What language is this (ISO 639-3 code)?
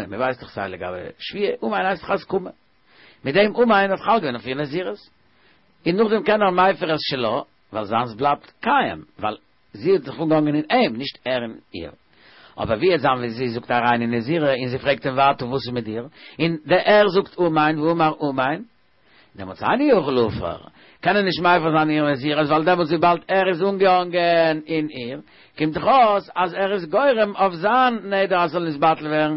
yid